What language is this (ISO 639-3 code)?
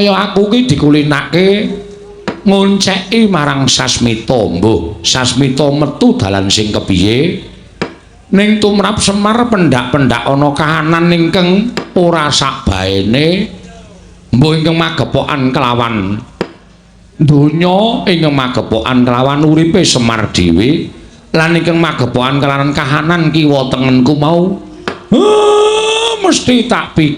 jav